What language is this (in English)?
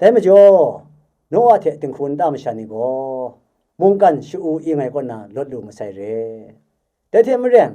Kachin